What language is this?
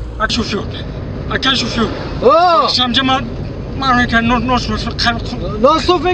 Tajik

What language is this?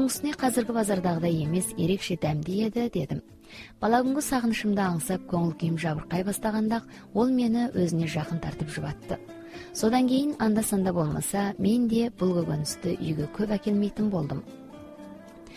Kazakh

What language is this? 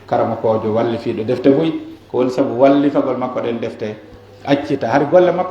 Pular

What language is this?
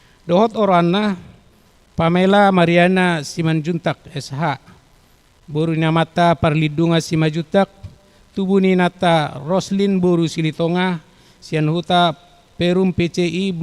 Batak Toba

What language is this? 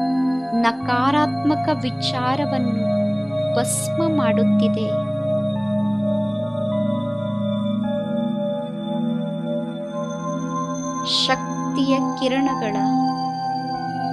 Kannada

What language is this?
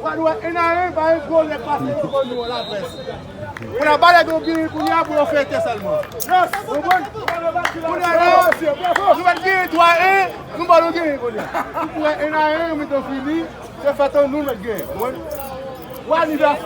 Haitian Creole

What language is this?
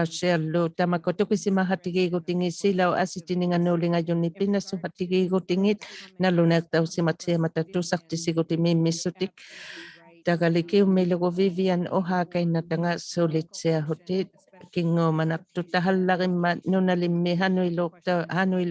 Inuktitut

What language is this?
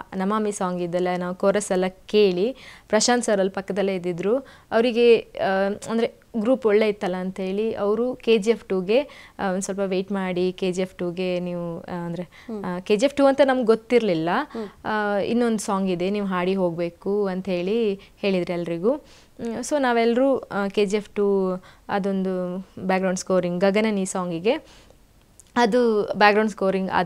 Kannada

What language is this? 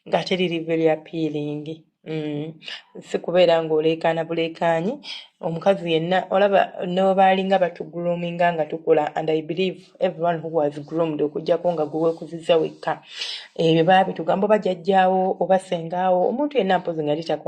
Ganda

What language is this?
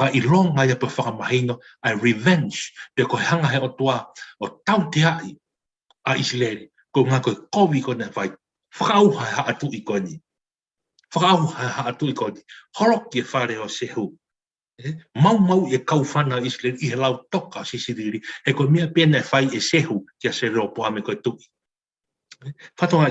Tongan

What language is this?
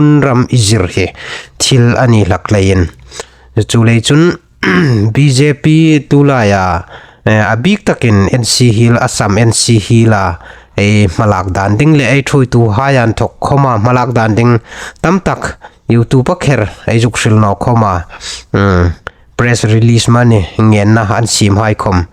Hmar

